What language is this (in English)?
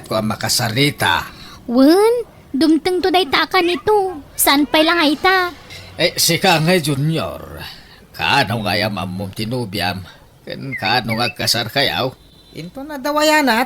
Iloko